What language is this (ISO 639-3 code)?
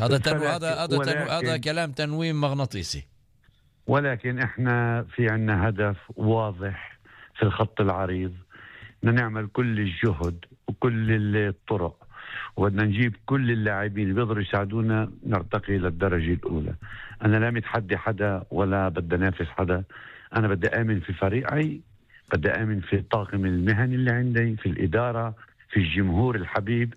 apc